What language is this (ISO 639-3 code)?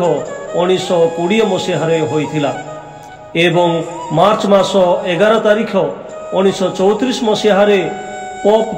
ori